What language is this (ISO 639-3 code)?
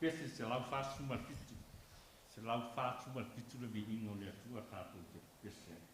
smo